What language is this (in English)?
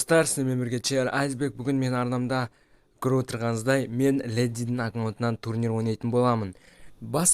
Kazakh